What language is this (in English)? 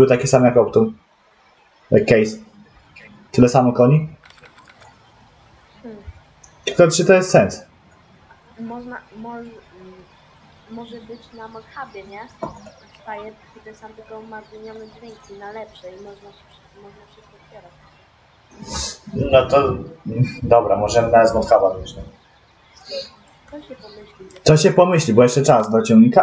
Polish